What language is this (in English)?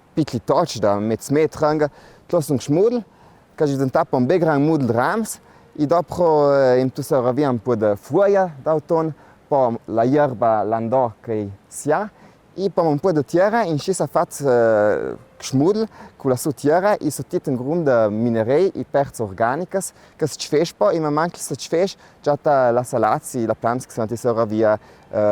Ladin